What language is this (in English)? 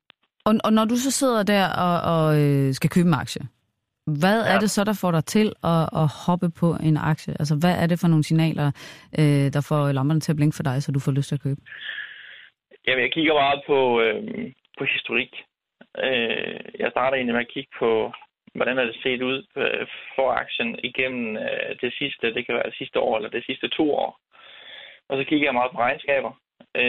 Danish